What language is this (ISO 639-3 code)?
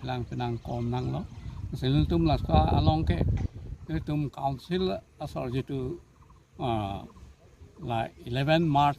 mjw